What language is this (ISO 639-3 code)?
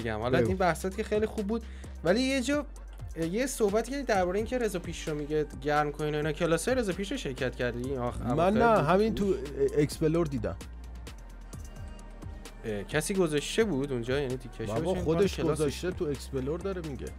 fas